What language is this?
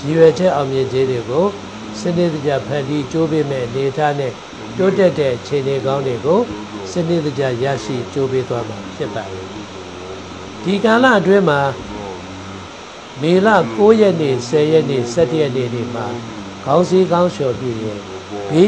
Burmese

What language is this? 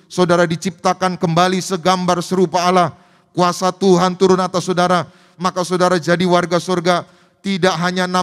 Indonesian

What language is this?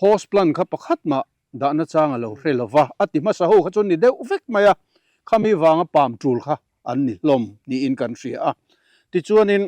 Mizo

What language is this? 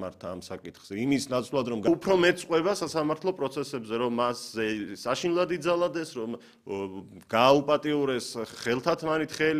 Georgian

